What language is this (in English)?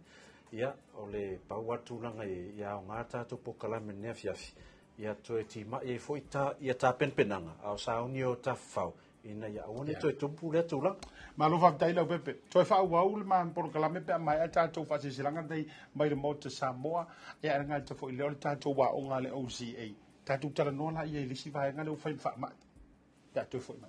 Samoan